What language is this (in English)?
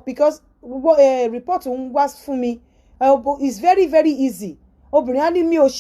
Yoruba